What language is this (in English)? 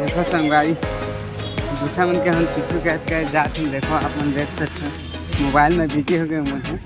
Chhattisgarhi